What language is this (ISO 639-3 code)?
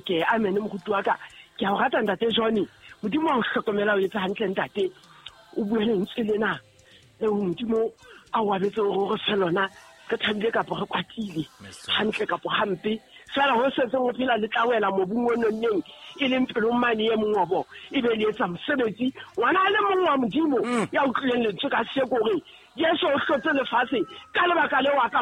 sot